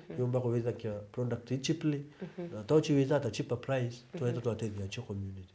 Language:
Meru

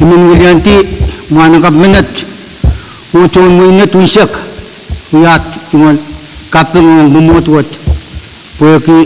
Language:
Pohnpeian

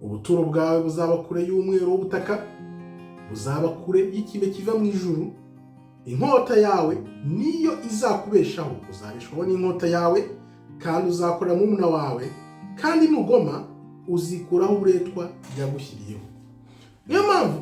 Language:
Kinyarwanda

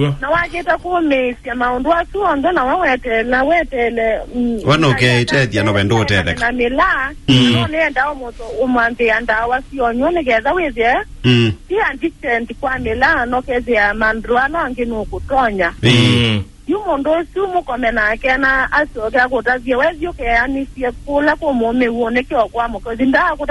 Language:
Kamba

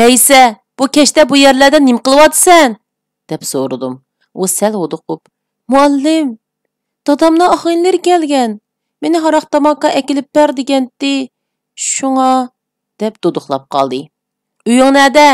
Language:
Uyghur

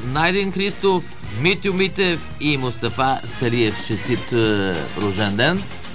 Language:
Bulgarian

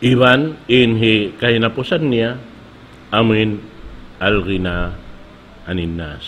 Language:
Tausug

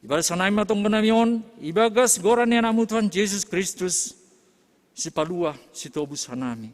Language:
Batak Simalungun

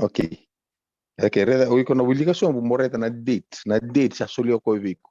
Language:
Fijian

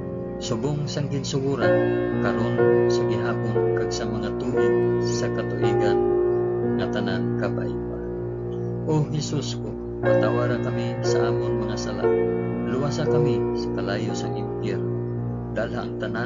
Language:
Hiligaynon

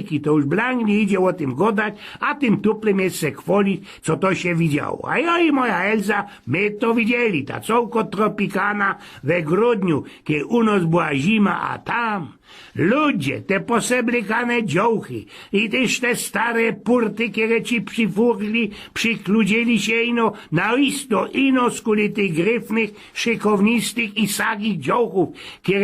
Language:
Silesian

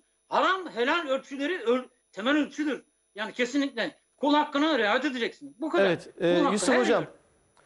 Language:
Turkish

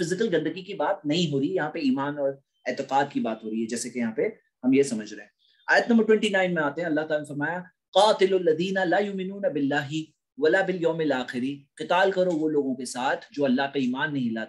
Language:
Urdu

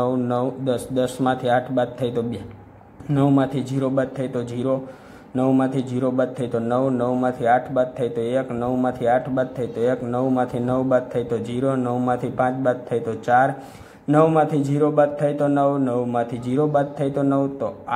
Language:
Gujarati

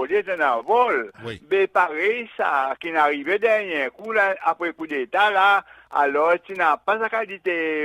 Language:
Seselwa Creole French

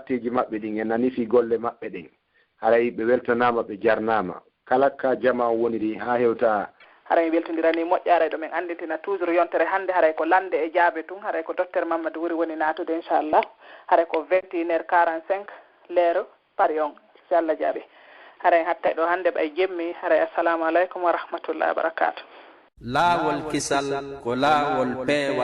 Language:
Pular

